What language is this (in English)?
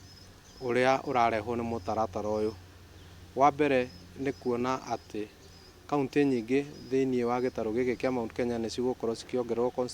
Kikuyu